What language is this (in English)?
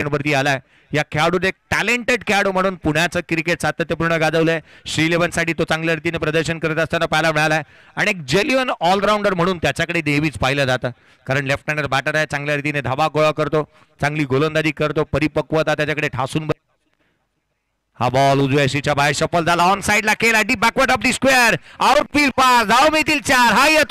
Marathi